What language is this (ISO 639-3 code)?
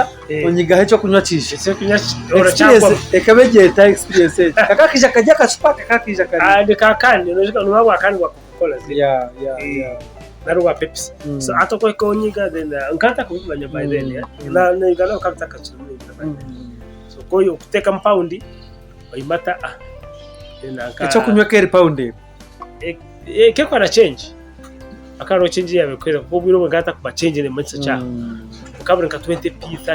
nyn